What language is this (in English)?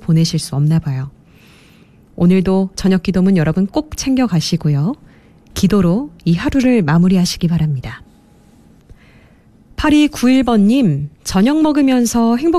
Korean